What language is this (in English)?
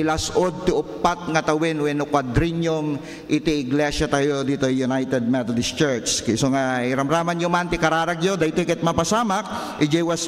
Iloko